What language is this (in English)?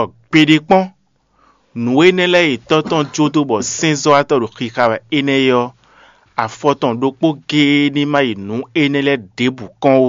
Fon